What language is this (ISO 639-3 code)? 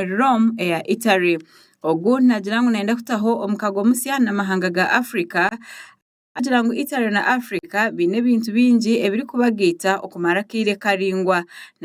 nyn